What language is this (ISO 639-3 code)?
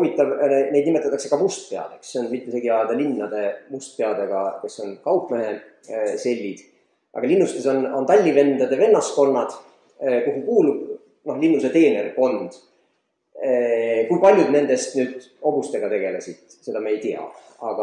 est